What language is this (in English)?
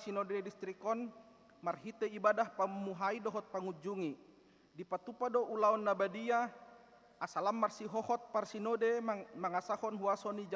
Batak Toba